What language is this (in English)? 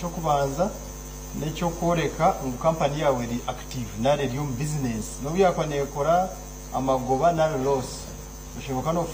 Nyankole